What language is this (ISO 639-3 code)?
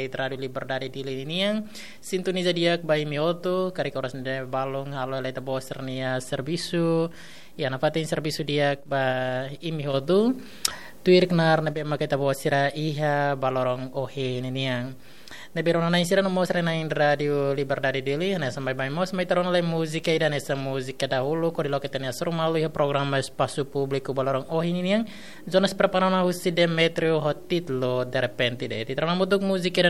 tet